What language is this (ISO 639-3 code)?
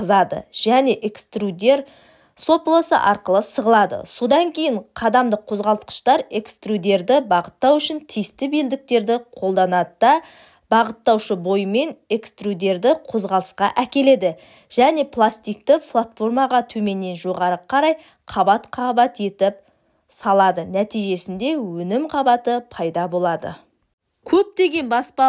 kaz